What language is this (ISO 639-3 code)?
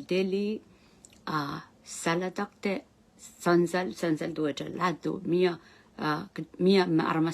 pon